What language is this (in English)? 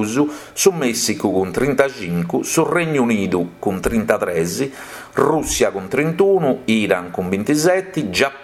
Sardinian